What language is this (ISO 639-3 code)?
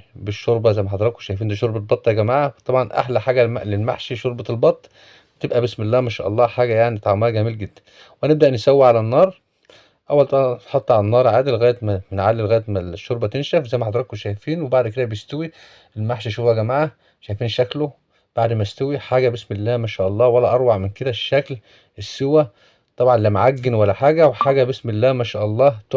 arz